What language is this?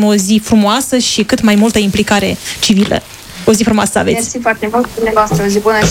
Romanian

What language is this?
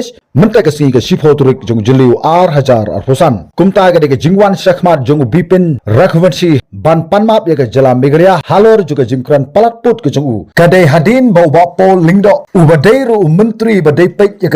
Khasi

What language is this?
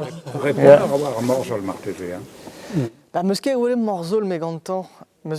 Breton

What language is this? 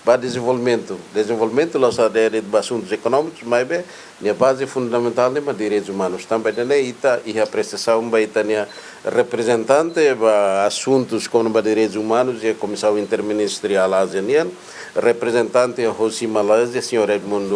Tetum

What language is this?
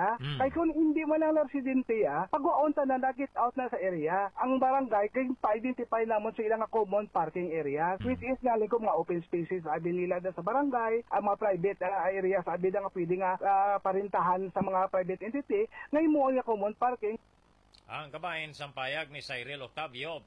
Hiligaynon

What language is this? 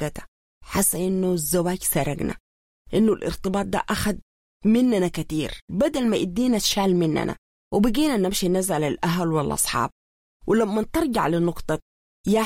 Sudanese Arabic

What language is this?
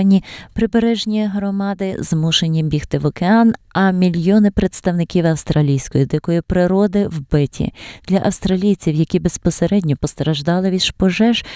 Ukrainian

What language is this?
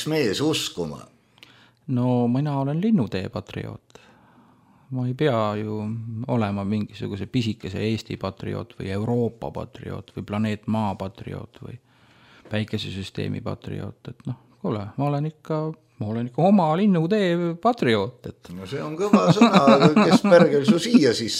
Estonian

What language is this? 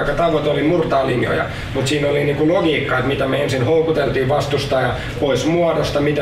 Finnish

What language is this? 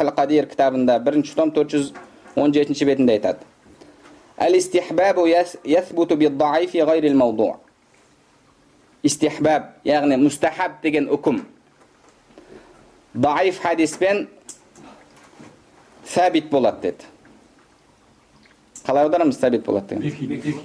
Kazakh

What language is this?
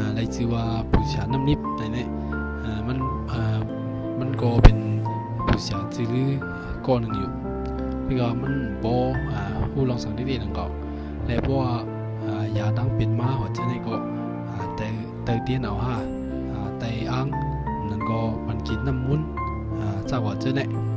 Shan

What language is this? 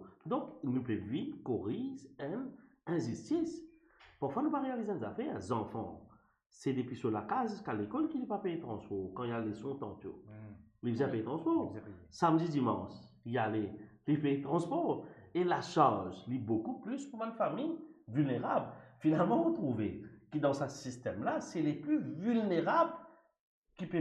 Morisyen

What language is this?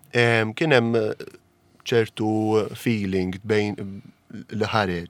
Maltese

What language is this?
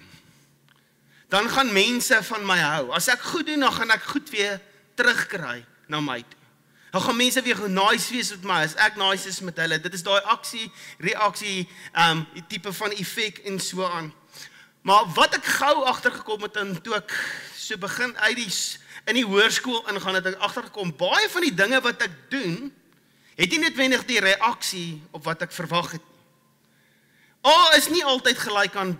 Afrikaans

